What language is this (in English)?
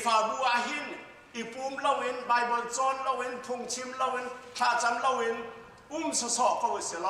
Hakha Chin